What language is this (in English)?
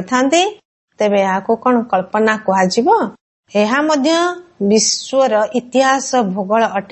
Odia